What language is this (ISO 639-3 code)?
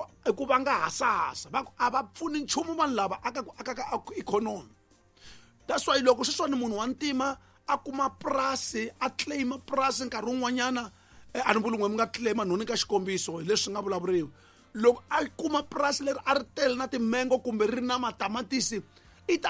tso